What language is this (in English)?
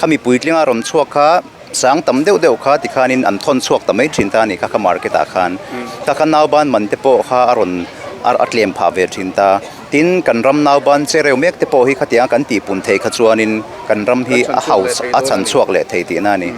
Mizo